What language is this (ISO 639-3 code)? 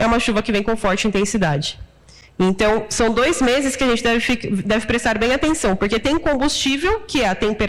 por